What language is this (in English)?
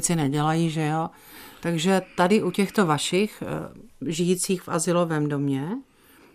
Czech